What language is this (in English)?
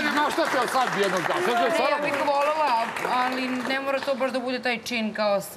Serbian